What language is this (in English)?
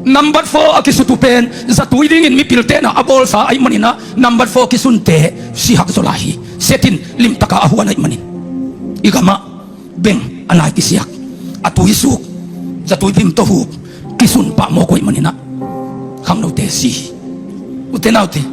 Tedim Chin